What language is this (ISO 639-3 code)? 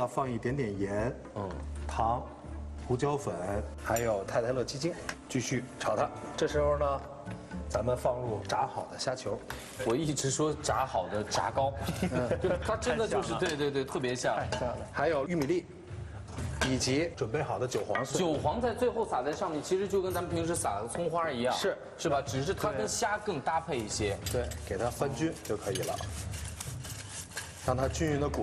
zho